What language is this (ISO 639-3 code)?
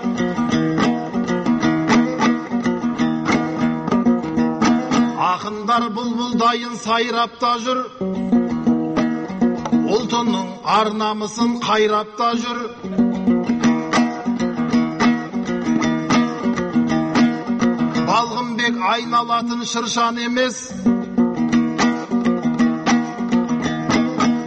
kaz